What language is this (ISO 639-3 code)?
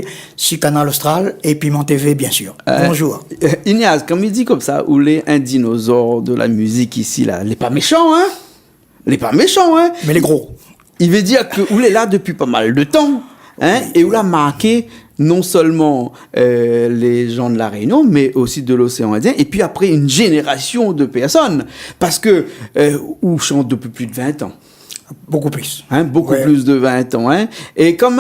rcf